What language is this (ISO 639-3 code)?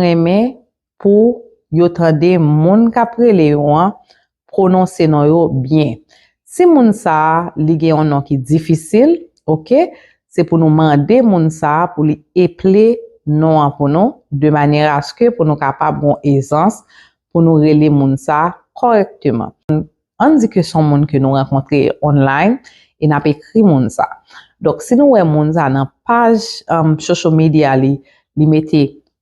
hat